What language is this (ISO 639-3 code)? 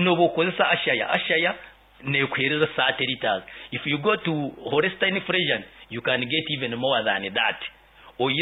nyo